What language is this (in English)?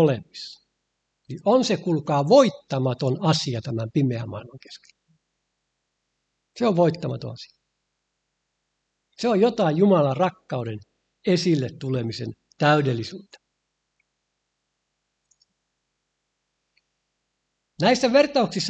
Finnish